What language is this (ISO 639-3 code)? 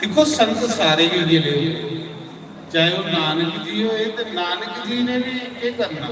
doi